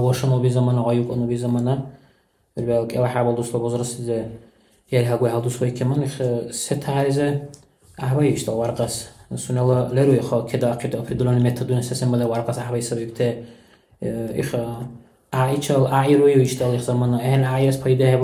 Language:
Dargwa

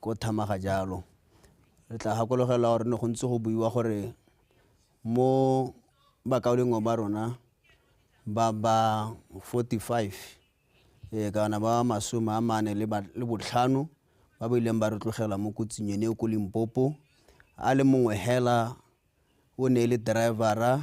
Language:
Tswana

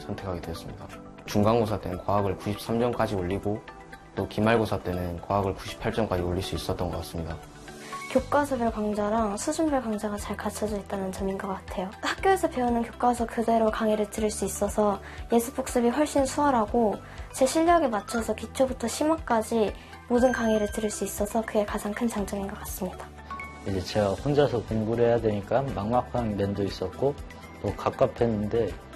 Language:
Korean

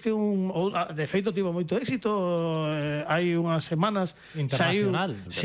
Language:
Galician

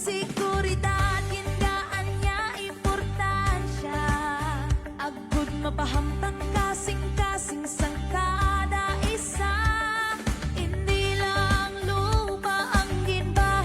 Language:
Hiligaynon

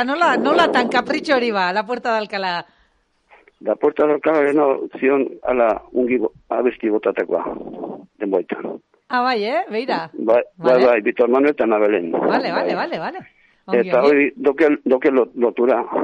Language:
Basque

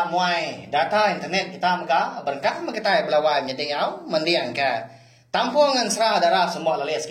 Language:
Iban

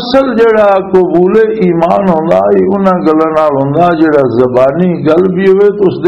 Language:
Western Panjabi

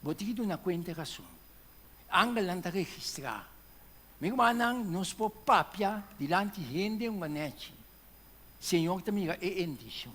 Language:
Papiamento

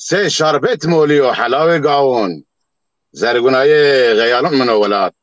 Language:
Zaza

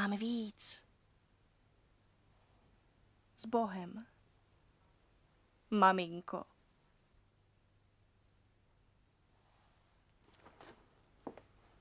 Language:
Czech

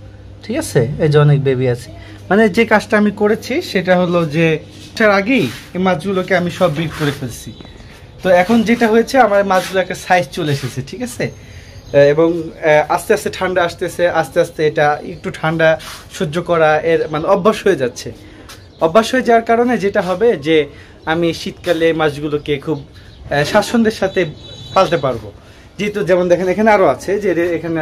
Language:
Bangla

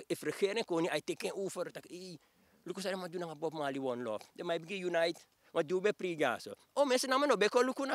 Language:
Sranan Tongo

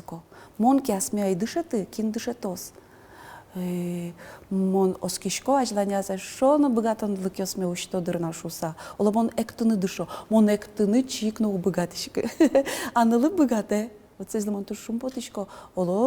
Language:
Udmurt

